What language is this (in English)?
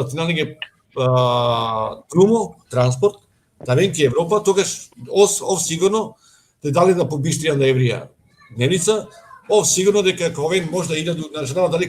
Balkan Romani